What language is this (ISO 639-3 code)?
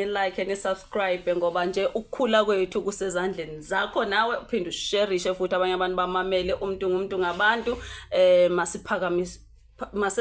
zul